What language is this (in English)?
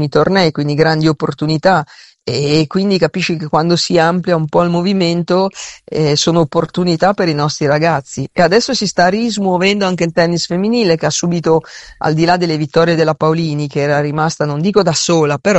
Italian